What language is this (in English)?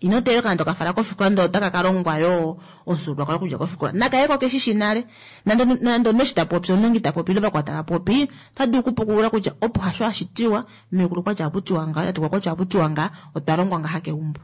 Kuanyama